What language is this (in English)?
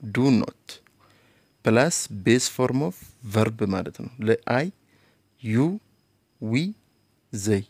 Amharic